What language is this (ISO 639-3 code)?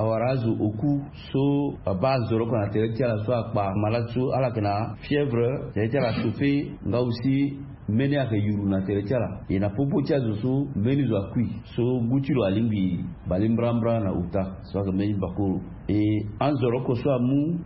sag